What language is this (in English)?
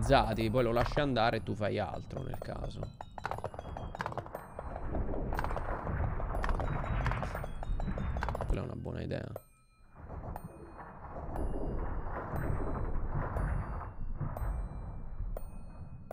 Italian